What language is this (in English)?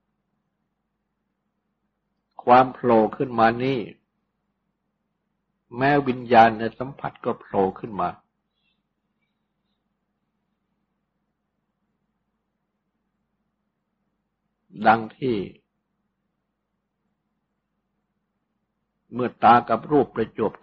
Thai